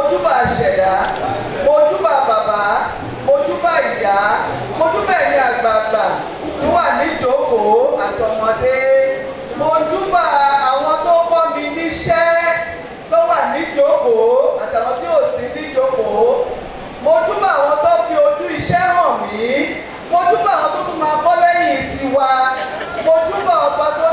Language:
Yoruba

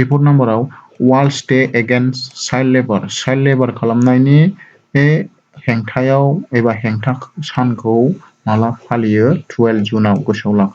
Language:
Bodo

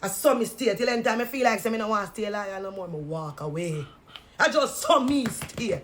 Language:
Jamaican Creole English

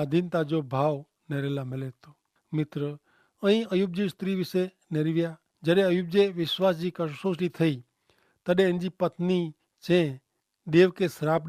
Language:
Kachhi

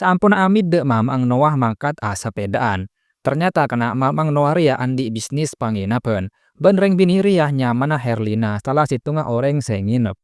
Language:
Madurese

